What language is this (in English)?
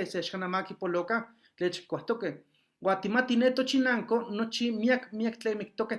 Eastern Huasteca Nahuatl